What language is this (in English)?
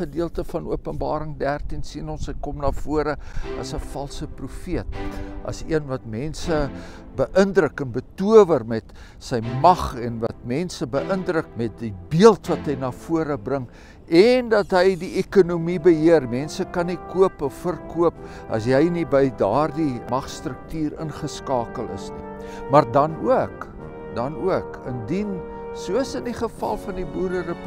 Afrikaans